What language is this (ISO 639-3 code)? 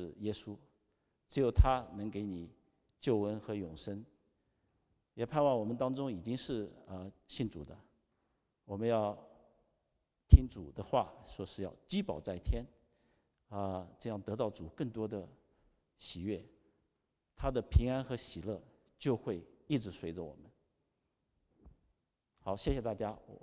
zho